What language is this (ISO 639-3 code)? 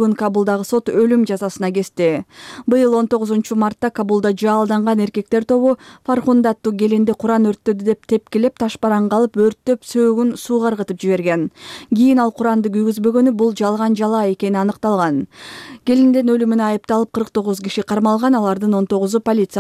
kir